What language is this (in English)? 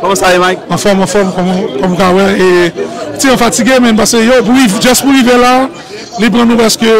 Haitian Creole